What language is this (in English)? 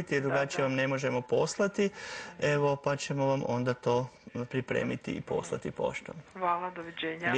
Croatian